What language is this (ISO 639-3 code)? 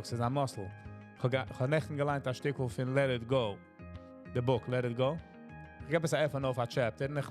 yid